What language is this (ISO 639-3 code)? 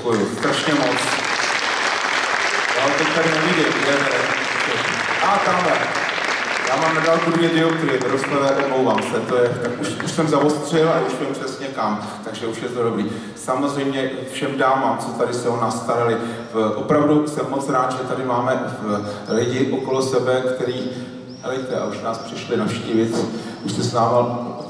ces